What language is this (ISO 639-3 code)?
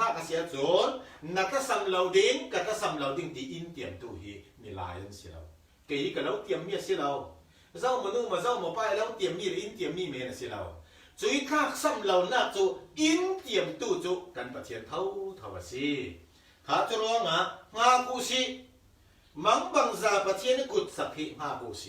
cfm